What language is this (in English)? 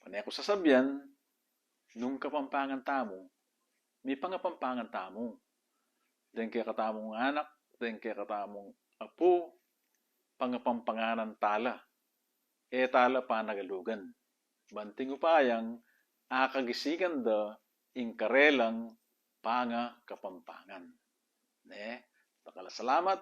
Pampanga